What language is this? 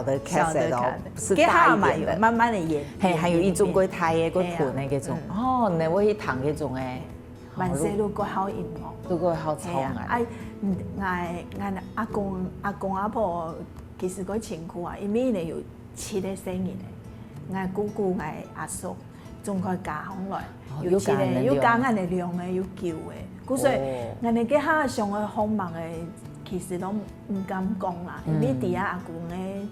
Hakka Chinese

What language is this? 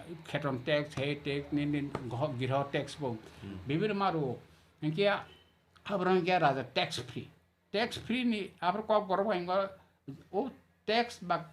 Kok Borok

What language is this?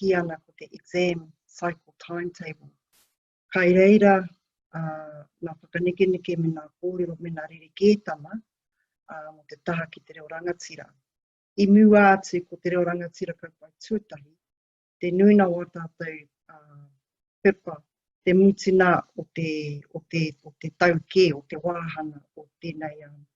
Māori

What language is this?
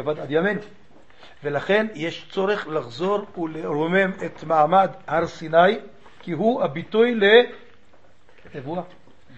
Hebrew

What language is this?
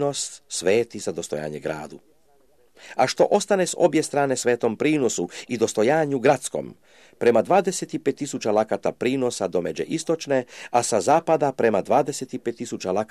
Croatian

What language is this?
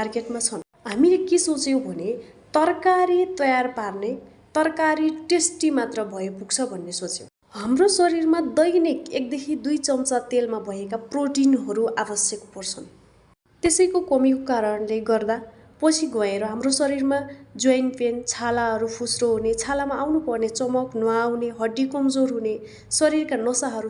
Nepali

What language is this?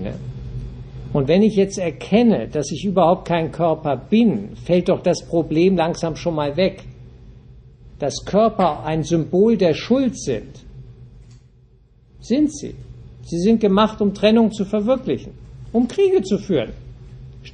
German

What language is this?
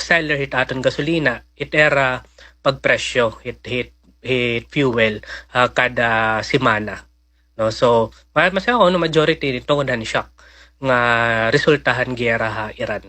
Waray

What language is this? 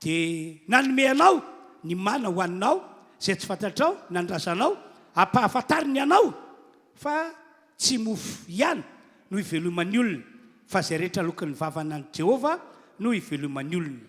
Malagasy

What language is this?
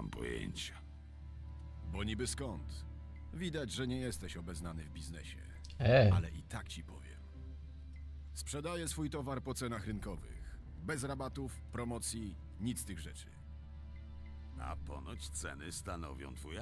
Polish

